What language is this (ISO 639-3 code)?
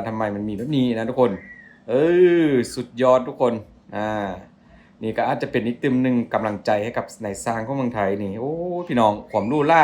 lao